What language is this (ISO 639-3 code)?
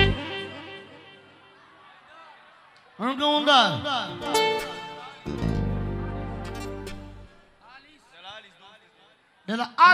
ron